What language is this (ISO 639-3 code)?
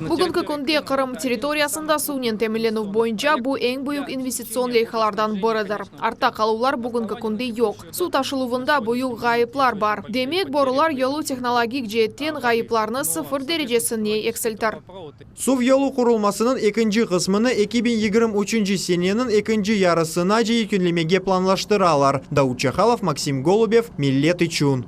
crh